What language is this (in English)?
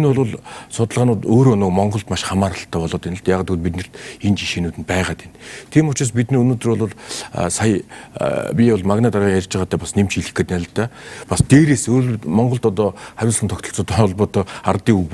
Mongolian